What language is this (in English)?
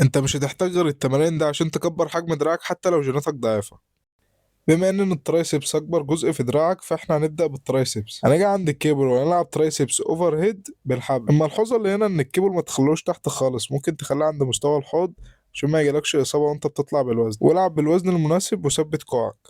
Egyptian Arabic